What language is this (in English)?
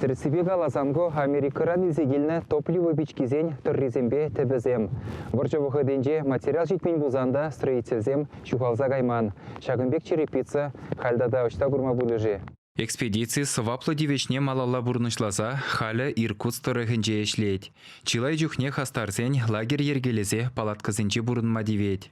Chuvash